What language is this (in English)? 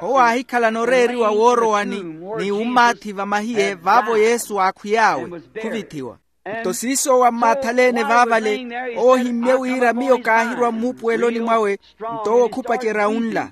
Makhuwa